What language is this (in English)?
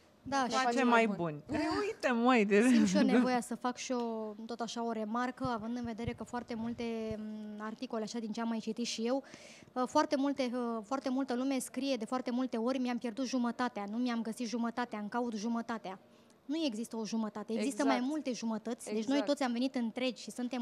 Romanian